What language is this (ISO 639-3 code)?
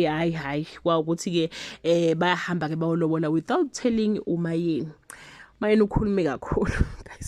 zul